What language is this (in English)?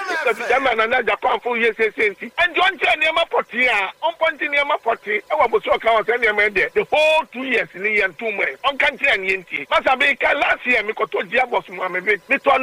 Akan